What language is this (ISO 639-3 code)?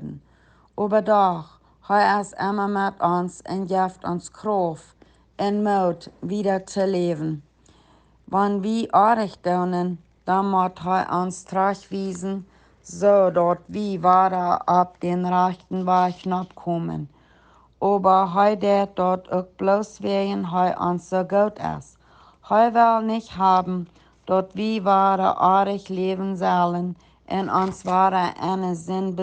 pdt